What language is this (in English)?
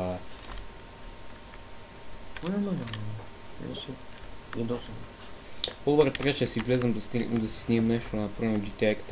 Bulgarian